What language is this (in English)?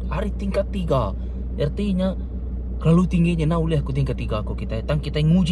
Iban